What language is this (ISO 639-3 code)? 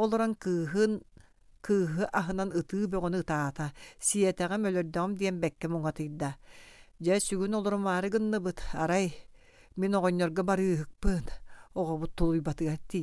sah